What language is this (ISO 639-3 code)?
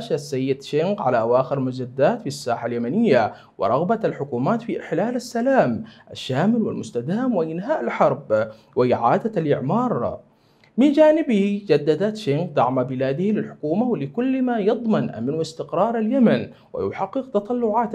ara